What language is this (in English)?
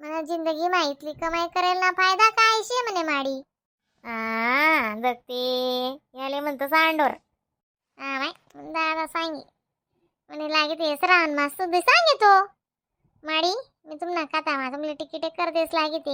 Khandesi